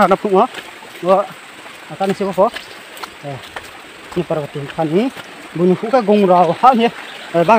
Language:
Riang (India)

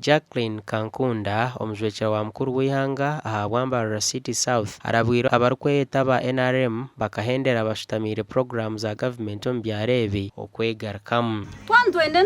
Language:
Nyankole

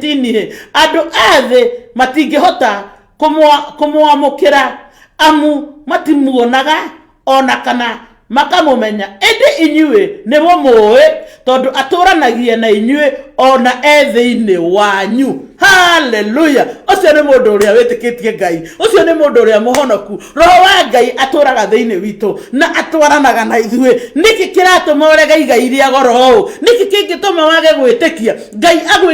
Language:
Kikuyu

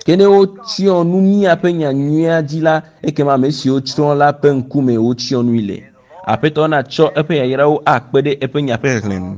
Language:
Ewe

